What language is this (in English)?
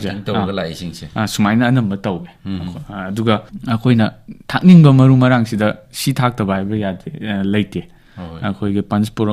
Manipuri